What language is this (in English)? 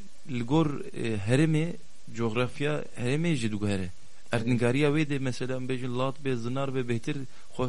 Kurdish